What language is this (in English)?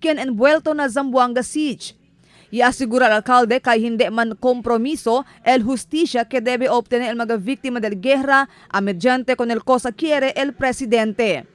Chavacano